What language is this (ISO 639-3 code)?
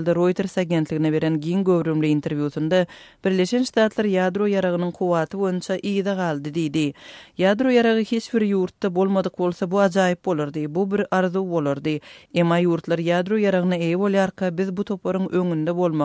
tuk